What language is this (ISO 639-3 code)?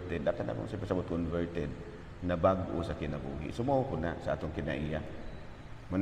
ceb